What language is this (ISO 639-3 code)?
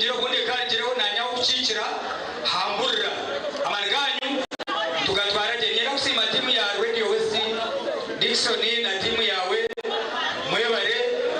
nyn